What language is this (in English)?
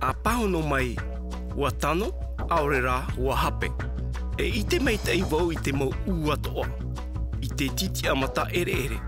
Tahitian